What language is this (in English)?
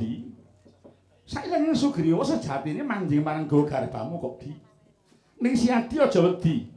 Javanese